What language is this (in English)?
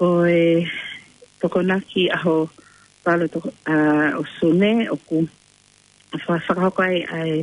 Tongan